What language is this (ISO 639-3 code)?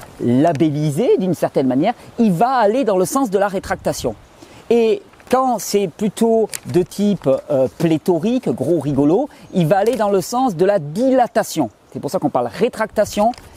fra